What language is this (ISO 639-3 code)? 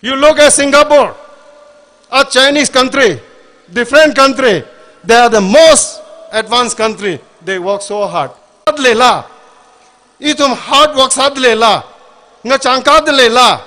nmf